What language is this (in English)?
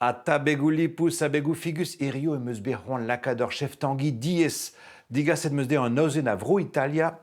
Breton